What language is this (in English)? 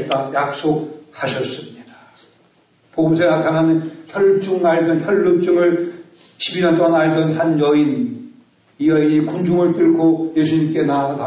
Korean